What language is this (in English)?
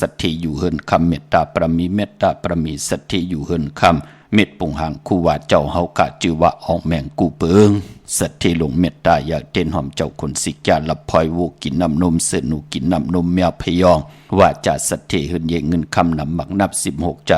Shan